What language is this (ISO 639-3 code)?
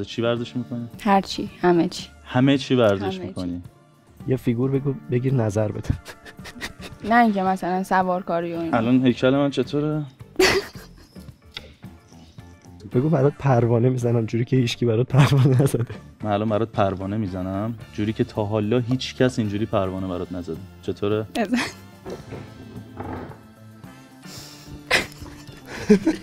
fas